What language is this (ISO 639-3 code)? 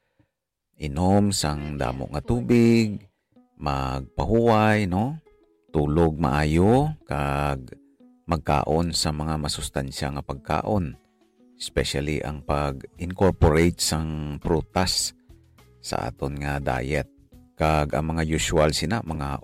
hil